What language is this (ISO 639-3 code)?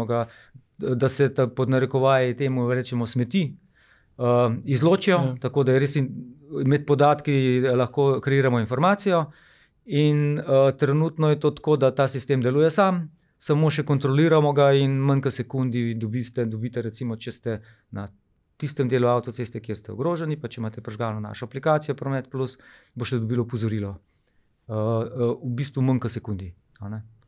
slv